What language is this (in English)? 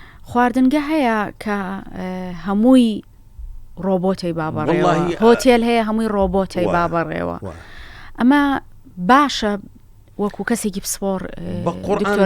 Central Kurdish